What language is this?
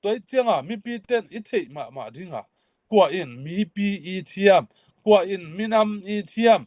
Tedim Chin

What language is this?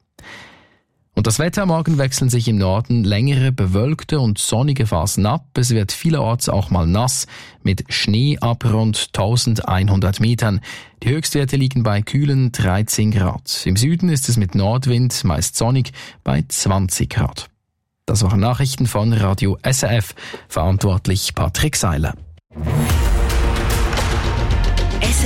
German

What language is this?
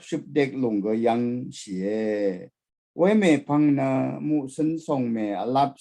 Rawang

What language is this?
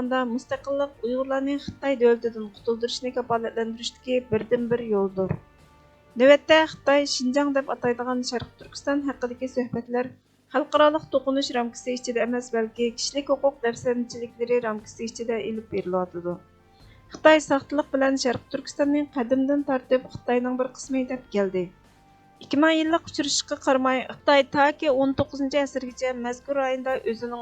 Uyghur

